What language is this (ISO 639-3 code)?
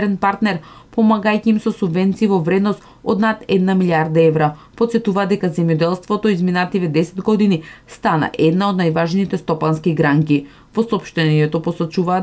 mkd